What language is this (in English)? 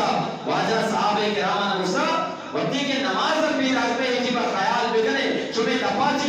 Eastern Balochi